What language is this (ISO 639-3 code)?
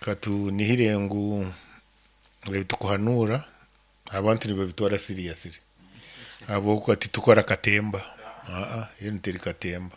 nyn